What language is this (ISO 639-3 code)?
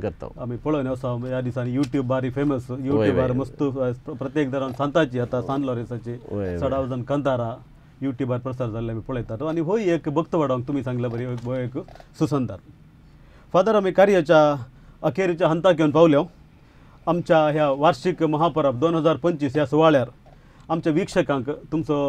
kok